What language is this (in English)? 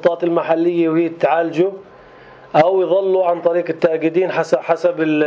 North Levantine Arabic